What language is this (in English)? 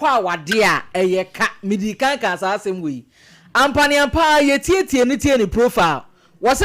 Akan